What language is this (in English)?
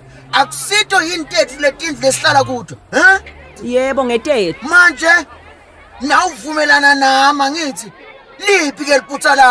Swati